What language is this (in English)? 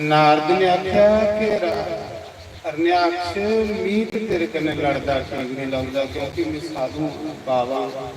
Dogri